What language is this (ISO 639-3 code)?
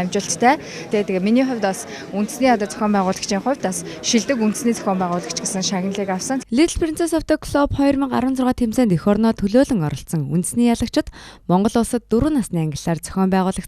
mon